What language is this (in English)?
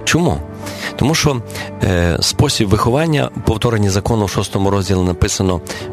Ukrainian